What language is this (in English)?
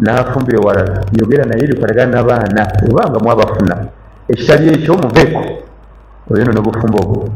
Ganda